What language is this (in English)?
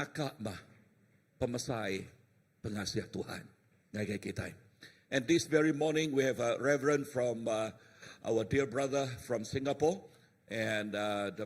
Iban